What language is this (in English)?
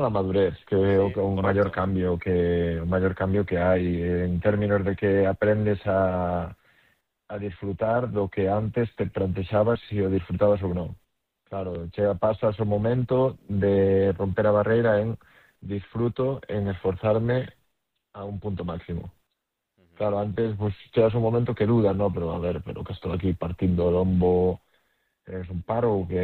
Galician